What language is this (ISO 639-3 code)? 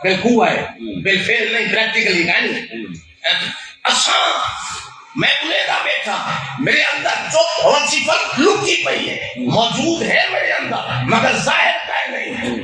skr